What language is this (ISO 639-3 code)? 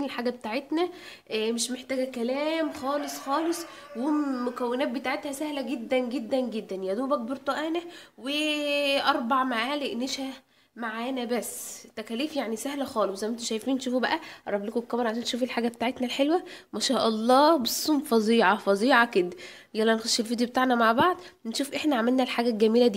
arz